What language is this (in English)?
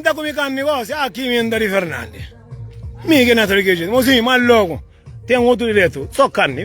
Kabuverdianu